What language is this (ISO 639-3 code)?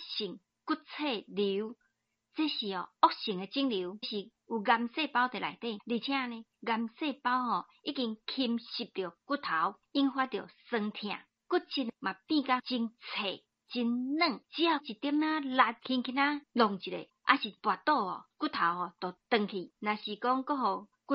nan